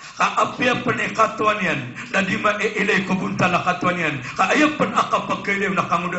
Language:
Maranao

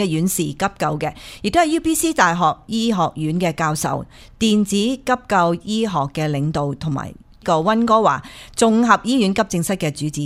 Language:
Cantonese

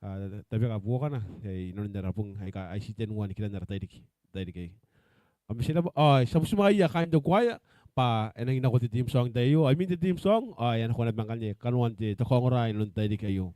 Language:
Gilbertese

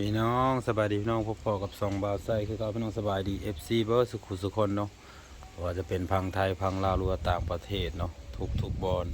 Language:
Lao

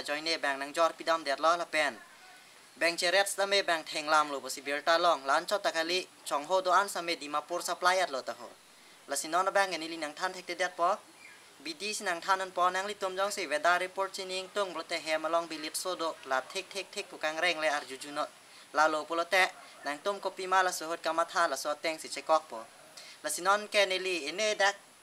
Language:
Karbi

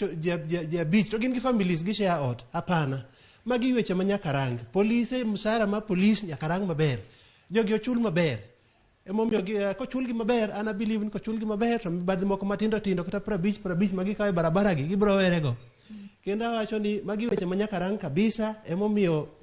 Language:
Luo (Kenya and Tanzania)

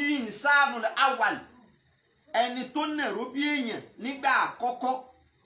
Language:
Yoruba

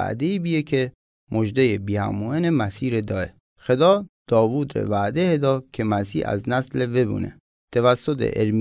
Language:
Mazanderani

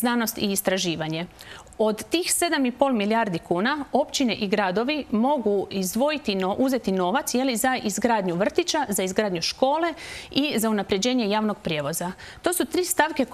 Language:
Croatian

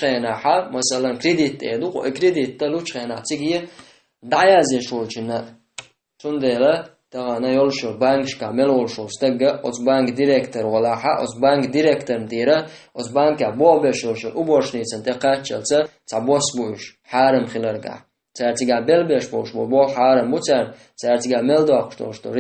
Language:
Chechen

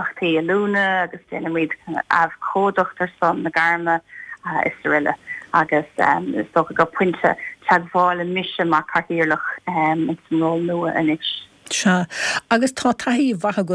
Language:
Irish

